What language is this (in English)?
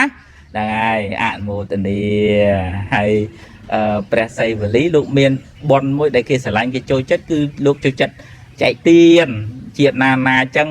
Khmer